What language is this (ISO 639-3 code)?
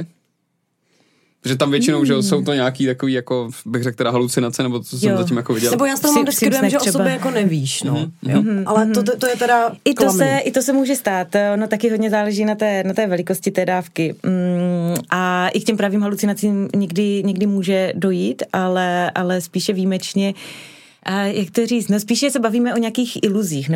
ces